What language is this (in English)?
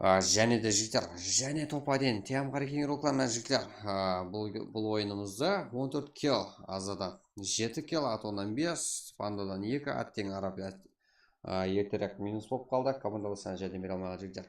Kara-Kalpak